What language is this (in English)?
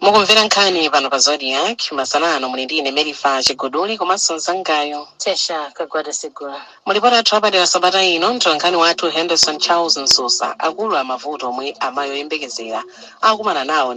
Nyanja